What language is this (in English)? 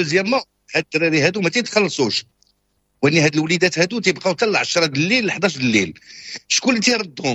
Moroccan Arabic